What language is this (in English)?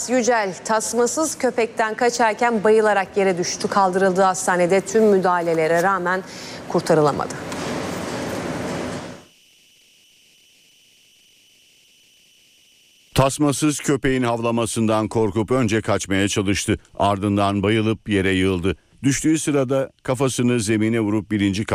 Turkish